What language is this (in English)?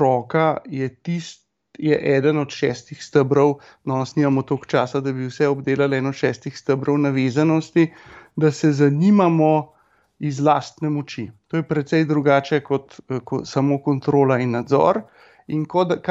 Slovenian